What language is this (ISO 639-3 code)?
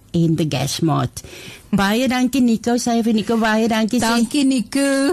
afr